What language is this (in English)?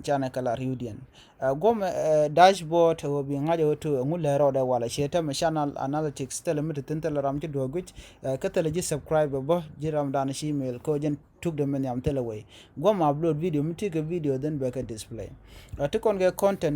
Nuer